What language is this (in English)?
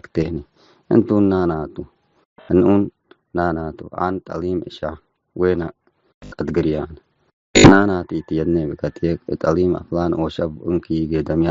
Tigre